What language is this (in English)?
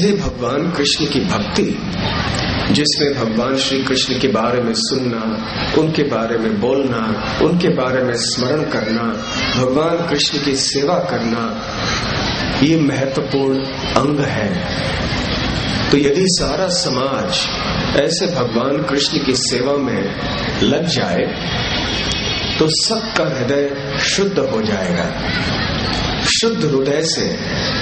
Hindi